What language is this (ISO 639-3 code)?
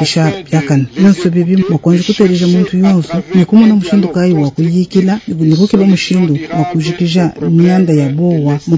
lua